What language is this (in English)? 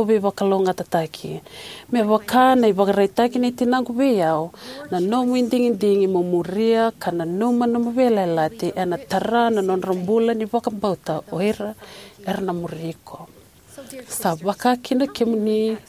Fijian